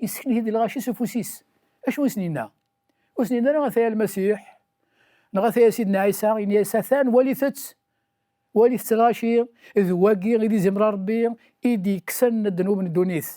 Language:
Kabyle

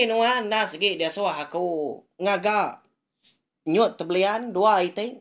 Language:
Iban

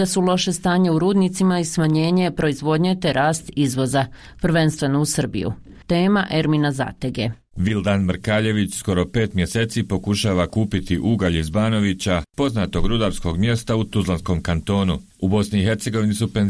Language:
Bosnian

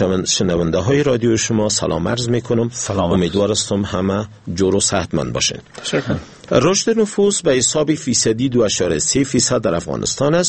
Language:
Persian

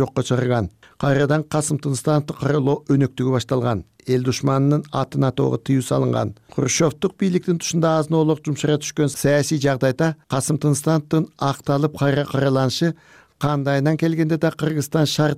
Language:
Kyrgyz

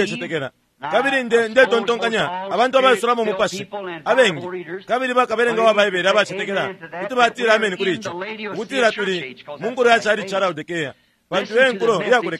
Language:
Bemba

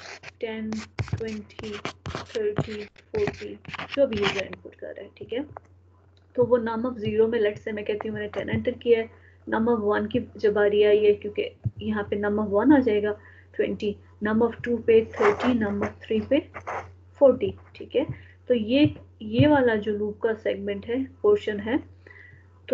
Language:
Hindi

